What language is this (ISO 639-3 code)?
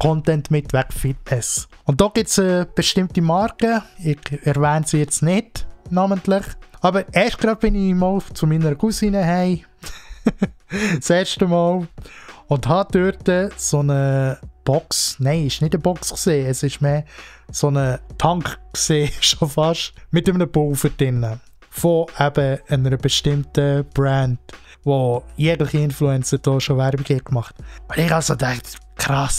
gsw